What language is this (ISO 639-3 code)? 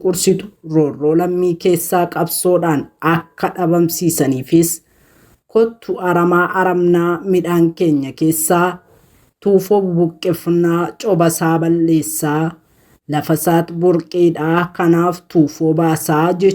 orm